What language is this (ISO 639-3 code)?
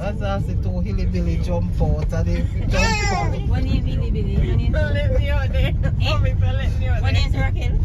jam